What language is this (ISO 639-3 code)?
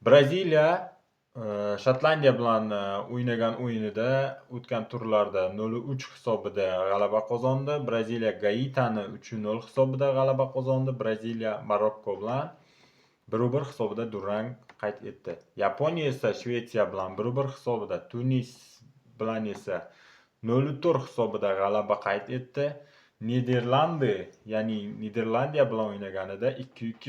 uzb